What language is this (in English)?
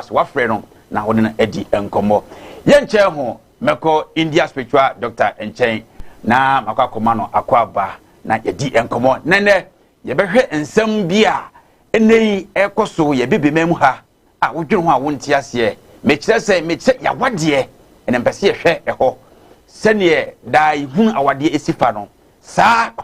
Akan